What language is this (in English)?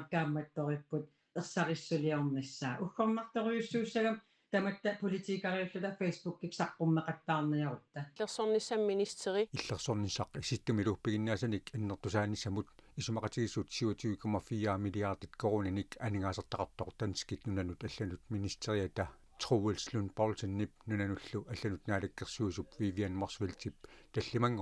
Kalaallisut